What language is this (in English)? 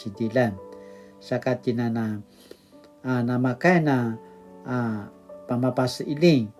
Paiwan